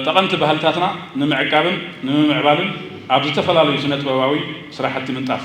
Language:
Tigrinya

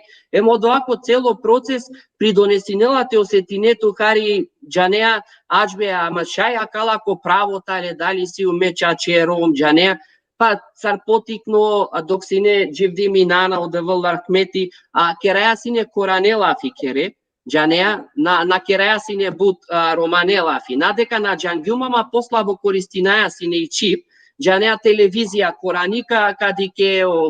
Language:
Balkan Romani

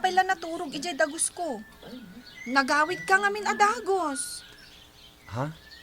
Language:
Iloko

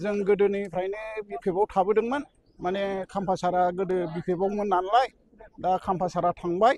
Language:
Bodo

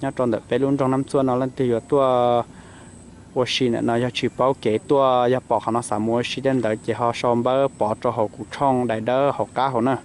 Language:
Hmong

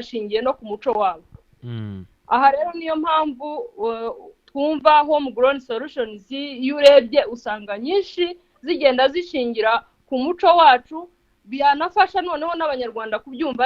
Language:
Kinyarwanda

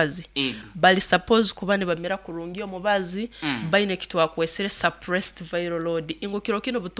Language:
Nyoro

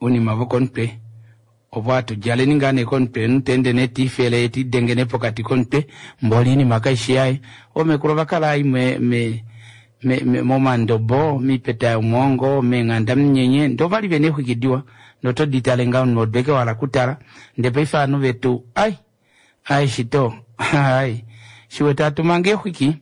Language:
Kuanyama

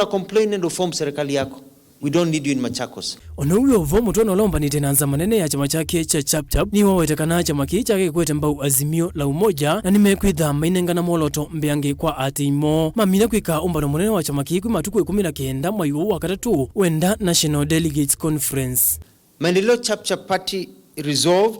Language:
Kamba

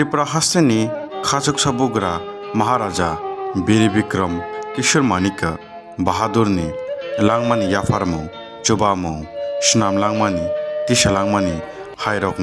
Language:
Kok Borok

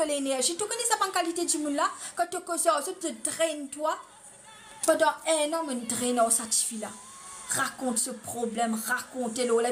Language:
Morisyen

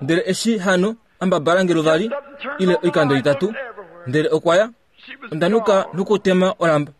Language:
Kuanyama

